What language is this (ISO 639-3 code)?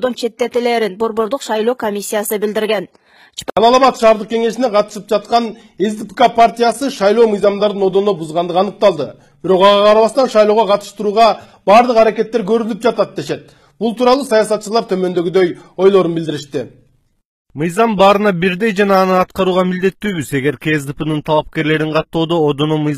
kir